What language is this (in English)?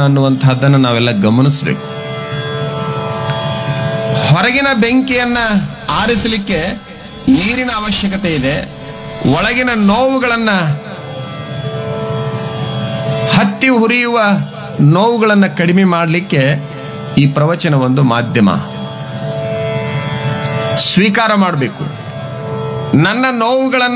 Kannada